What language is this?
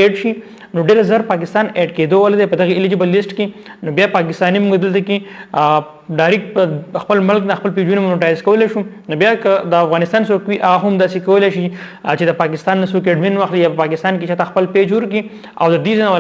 Pashto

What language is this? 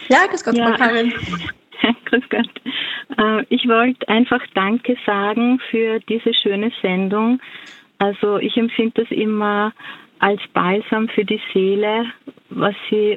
German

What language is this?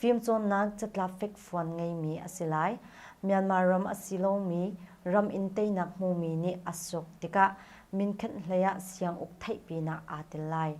Hakha Chin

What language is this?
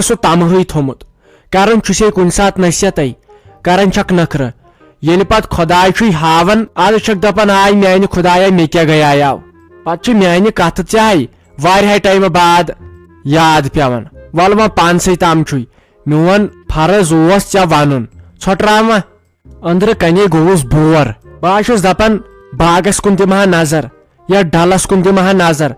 Kashmiri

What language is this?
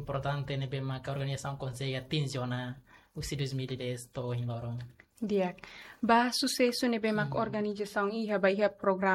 Tetum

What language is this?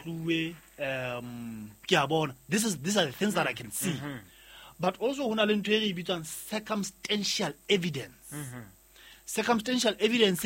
Southern Sotho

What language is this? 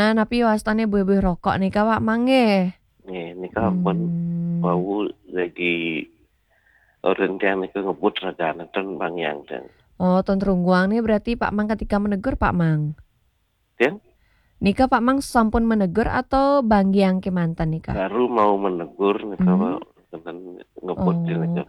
Balinese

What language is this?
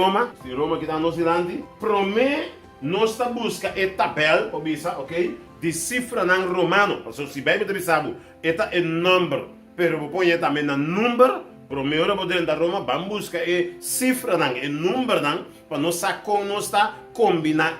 Papiamento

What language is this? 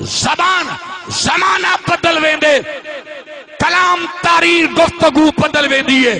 Saraiki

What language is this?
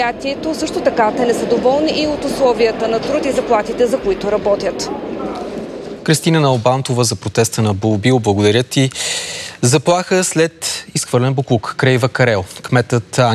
Bulgarian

